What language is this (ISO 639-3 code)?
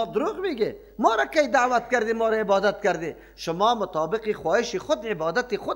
fas